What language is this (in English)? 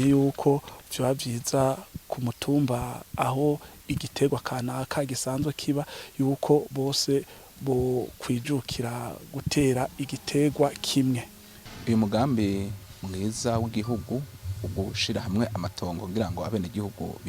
Rundi